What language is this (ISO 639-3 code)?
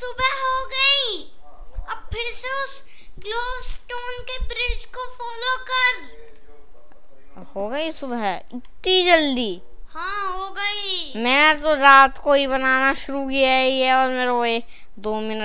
hin